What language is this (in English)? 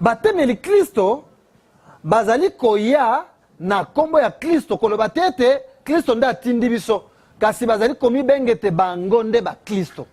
Lingala